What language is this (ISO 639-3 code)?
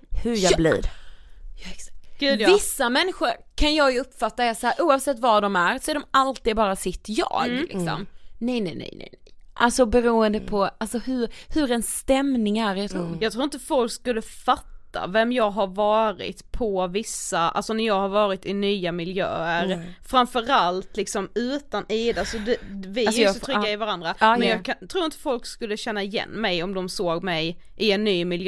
swe